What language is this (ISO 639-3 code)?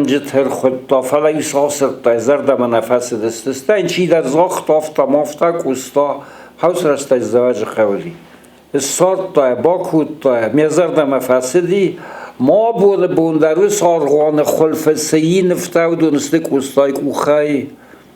oss